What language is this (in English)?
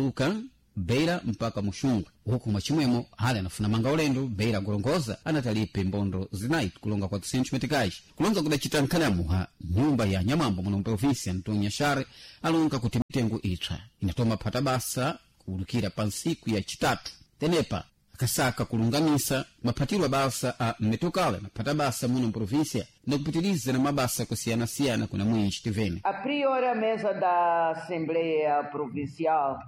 Sena